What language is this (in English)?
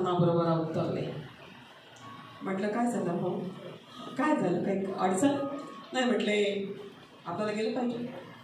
Marathi